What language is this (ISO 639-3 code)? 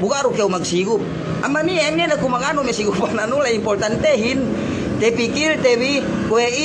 yka